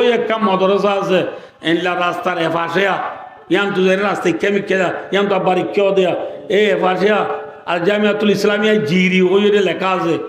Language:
Rohingya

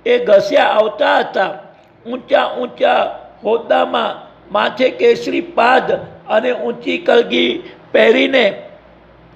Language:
Gujarati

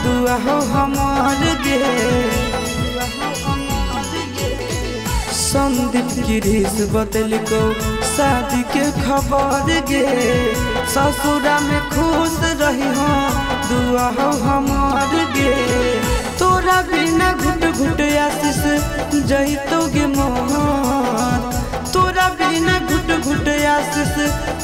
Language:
Magahi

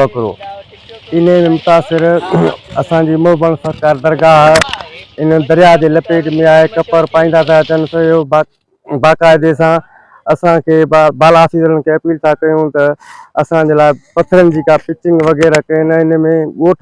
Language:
Sindhi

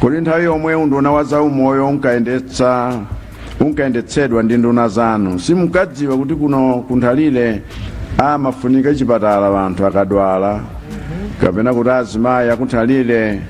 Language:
Nyanja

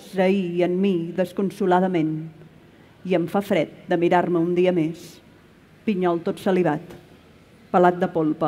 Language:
Catalan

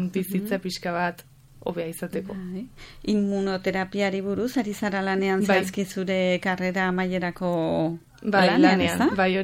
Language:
Basque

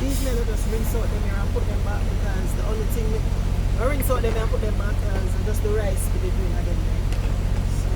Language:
Jamaican Creole English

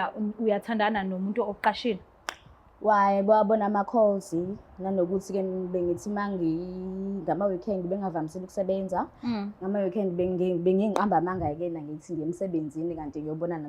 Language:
Zulu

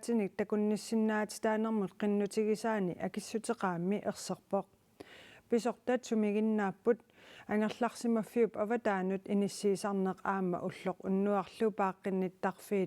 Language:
Kalaallisut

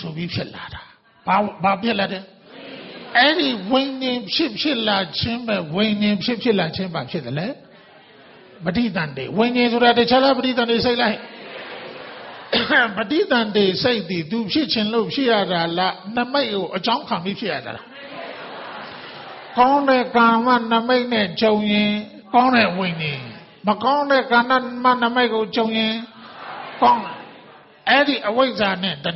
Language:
Burmese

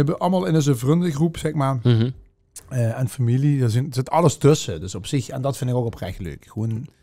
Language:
Limburgish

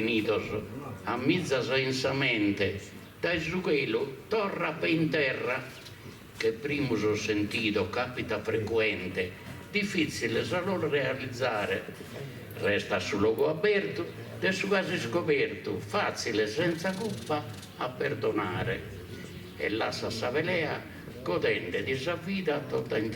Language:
Sardinian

